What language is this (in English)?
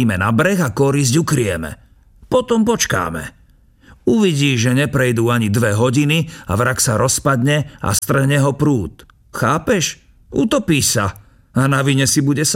Slovak